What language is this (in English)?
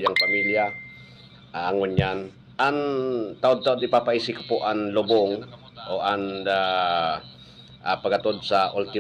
Bikol